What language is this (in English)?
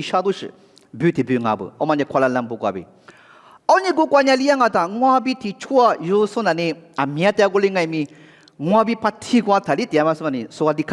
Lisu